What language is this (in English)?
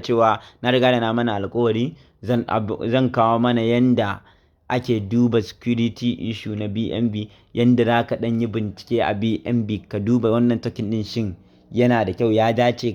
Hausa